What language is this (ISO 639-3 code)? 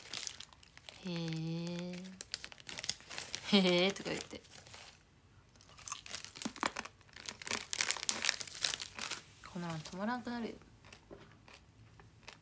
jpn